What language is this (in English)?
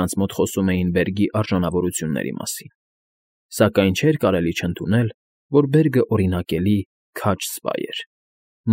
Armenian